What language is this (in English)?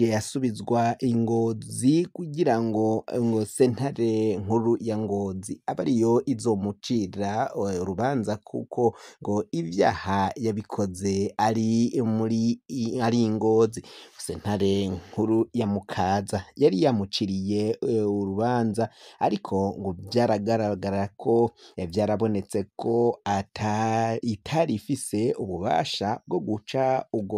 Rundi